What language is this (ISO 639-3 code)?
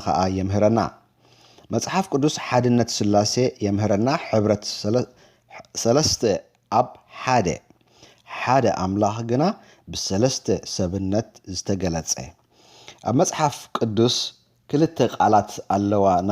tir